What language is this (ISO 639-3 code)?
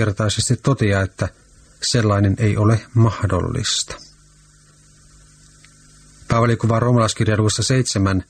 fin